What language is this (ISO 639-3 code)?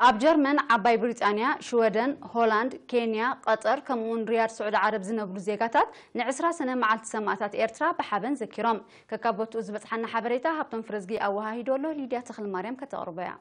tir